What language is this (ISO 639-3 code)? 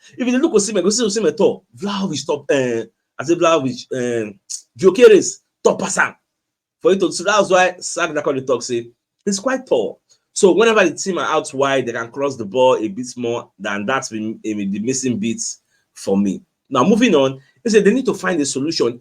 pcm